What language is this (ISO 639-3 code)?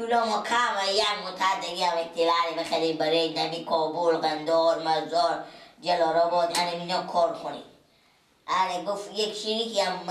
fas